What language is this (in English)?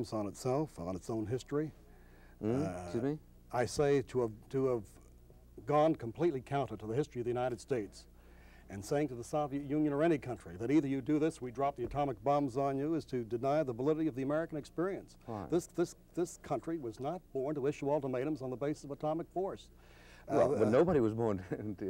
English